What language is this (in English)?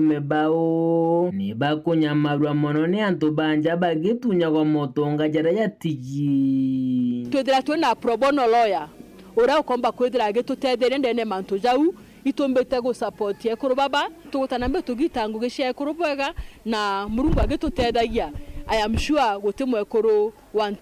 Meru